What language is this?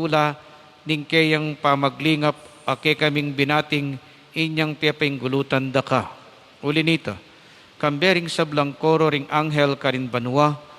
Pampanga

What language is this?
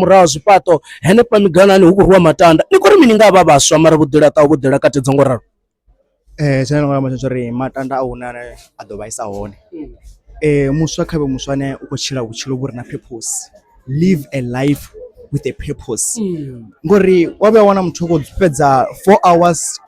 Venda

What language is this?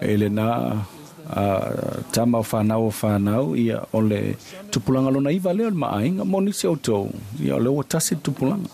Samoan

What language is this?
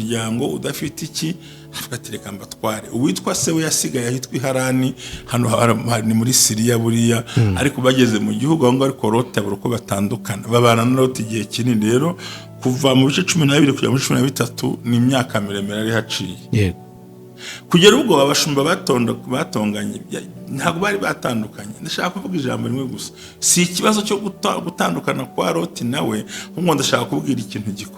Kinyarwanda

